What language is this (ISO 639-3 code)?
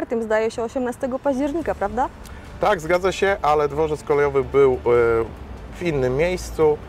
pol